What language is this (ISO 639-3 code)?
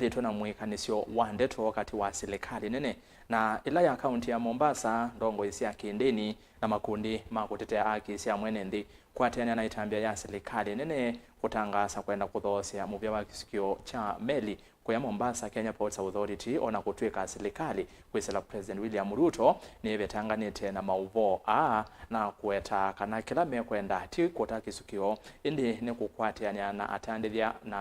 kam